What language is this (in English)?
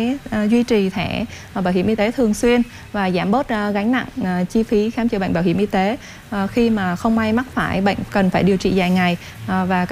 Vietnamese